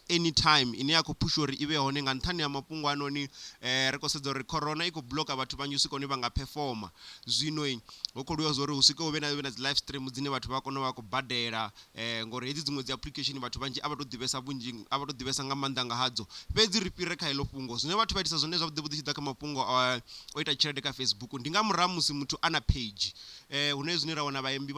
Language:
Venda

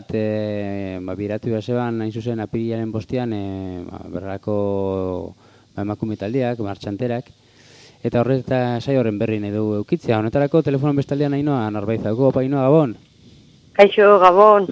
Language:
Basque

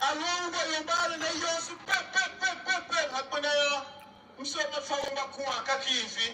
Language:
Tiv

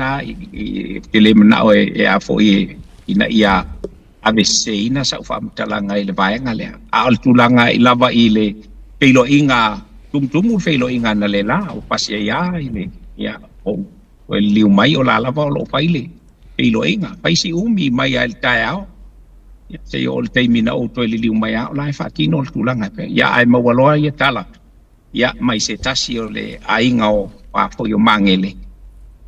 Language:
Samoan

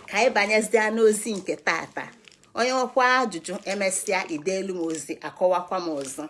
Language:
Igbo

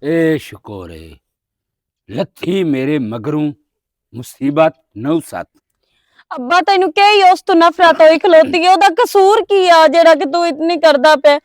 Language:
Western Panjabi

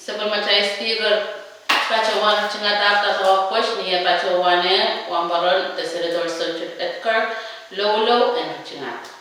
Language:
Pohnpeian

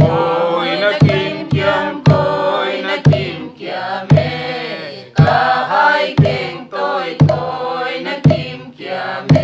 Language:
Paite Chin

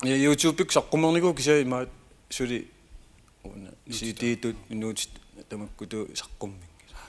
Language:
Kalaallisut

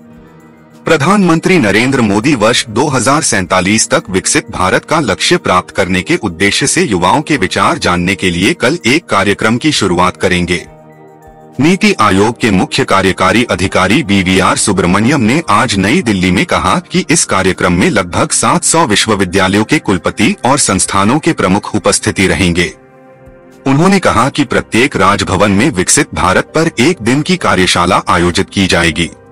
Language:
Hindi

